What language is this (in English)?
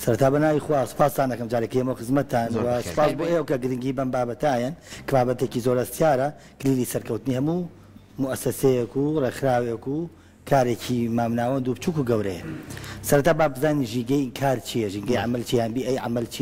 Central Kurdish